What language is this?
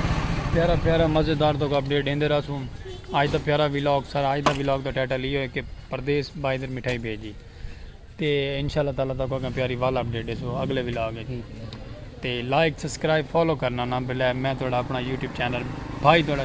Saraiki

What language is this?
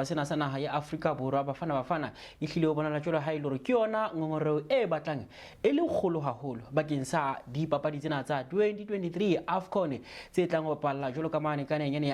Southern Sotho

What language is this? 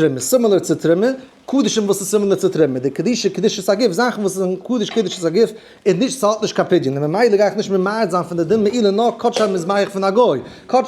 Yiddish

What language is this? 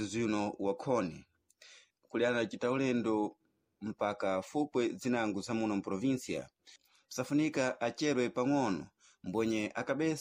Sena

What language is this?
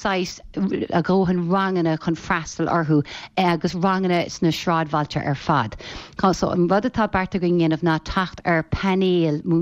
Irish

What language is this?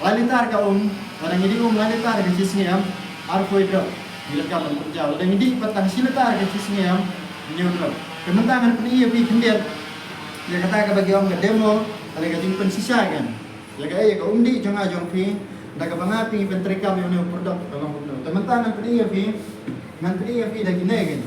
Khasi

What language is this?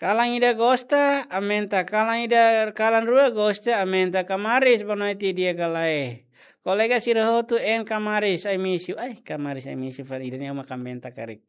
Tetum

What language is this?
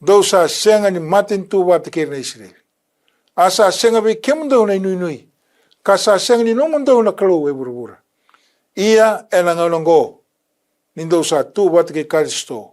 Fijian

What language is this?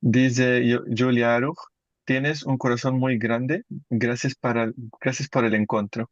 Ladino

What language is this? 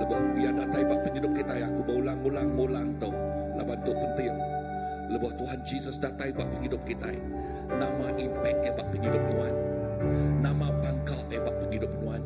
Iban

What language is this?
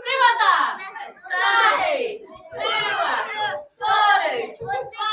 Māori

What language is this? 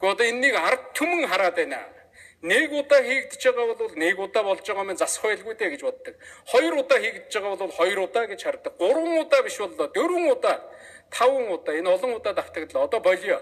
Mongolian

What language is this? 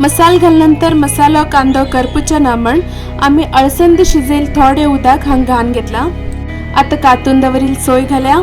Konkani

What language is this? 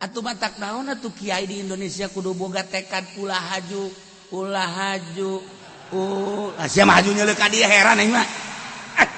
Sundanese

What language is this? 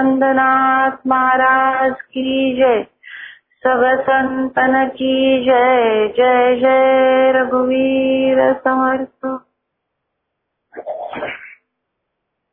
Marathi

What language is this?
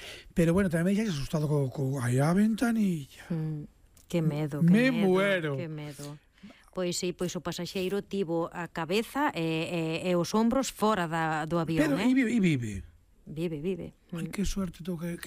Galician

